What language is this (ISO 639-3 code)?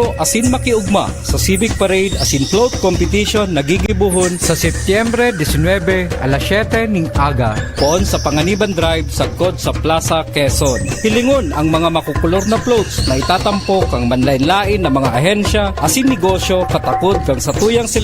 bik